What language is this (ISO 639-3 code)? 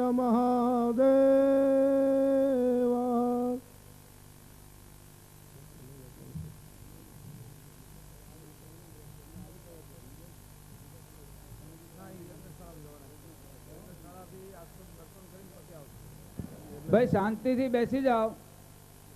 guj